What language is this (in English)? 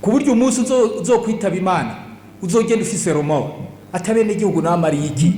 Rundi